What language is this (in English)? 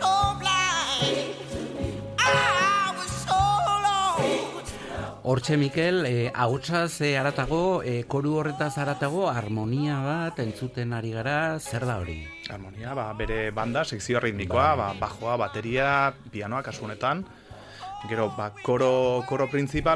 Basque